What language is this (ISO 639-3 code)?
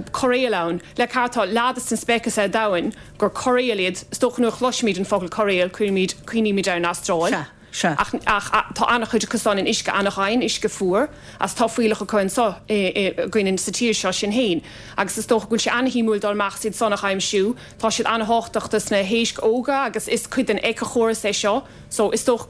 gle